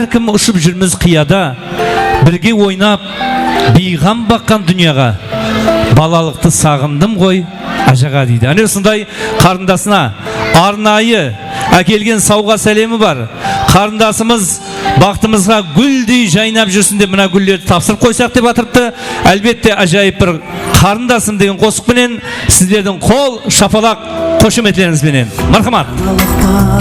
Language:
Kara-Kalpak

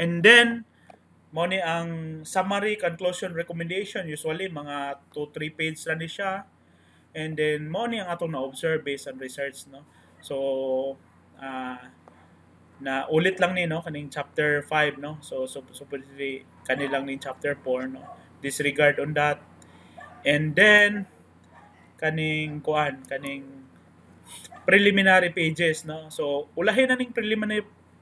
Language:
Cebuano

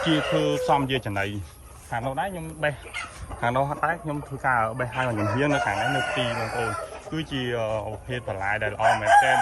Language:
Khmer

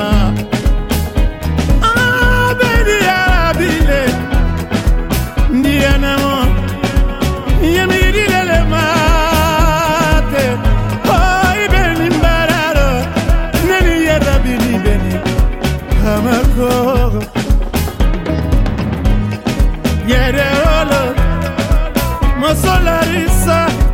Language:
French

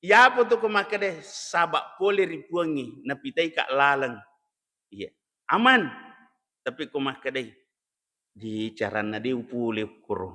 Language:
Buginese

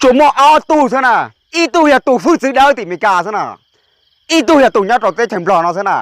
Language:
Hmong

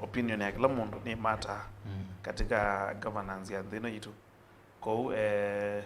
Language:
Kamba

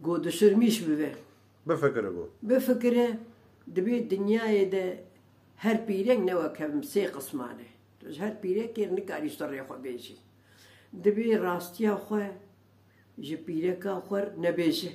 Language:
Kurdish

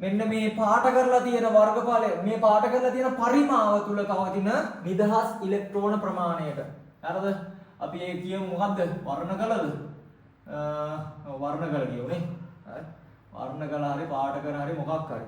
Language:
Sinhala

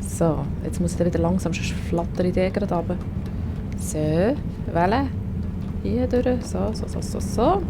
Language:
Swiss German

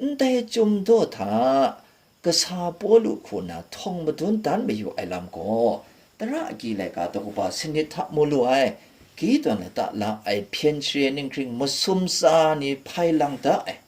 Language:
Kachin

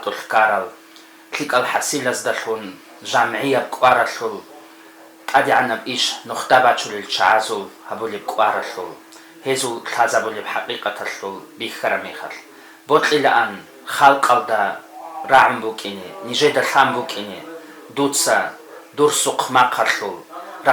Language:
Avaric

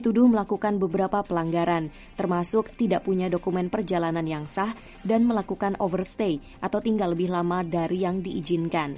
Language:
Indonesian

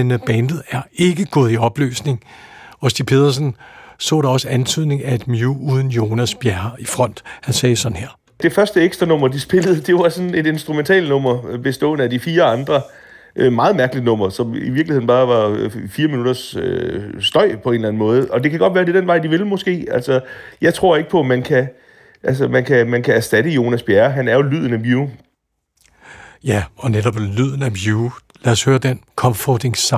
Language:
Danish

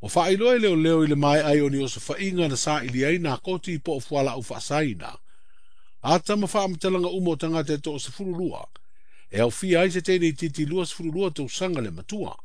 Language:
Samoan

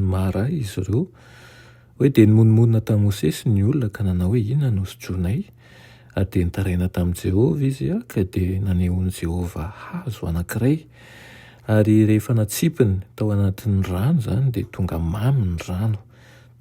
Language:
Malagasy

